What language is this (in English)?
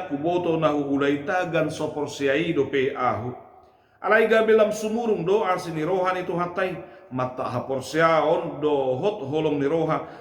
Batak Toba